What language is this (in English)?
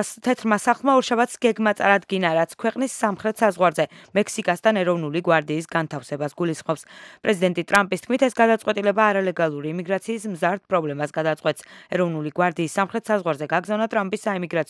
Georgian